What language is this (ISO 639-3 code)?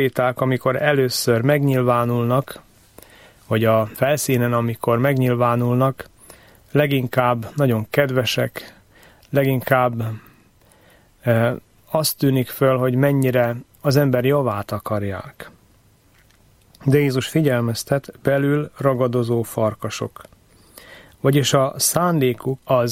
hun